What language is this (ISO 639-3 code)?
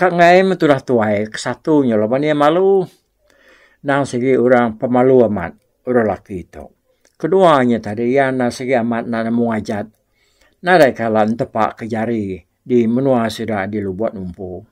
iba